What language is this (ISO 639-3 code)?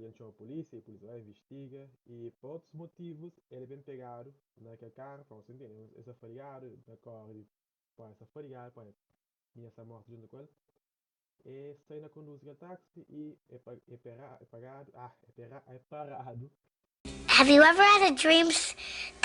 kea